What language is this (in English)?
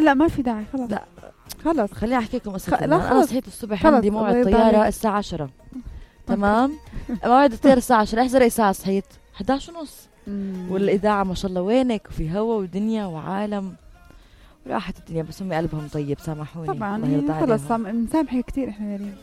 North Levantine Arabic